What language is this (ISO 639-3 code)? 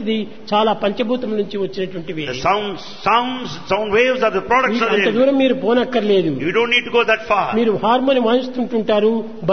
tel